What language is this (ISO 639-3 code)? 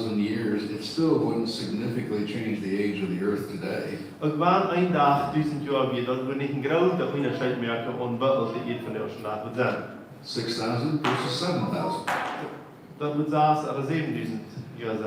pdt